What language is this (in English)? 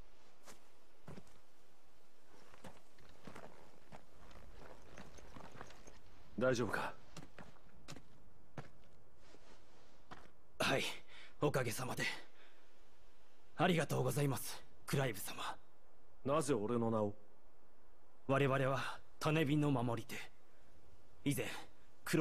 Japanese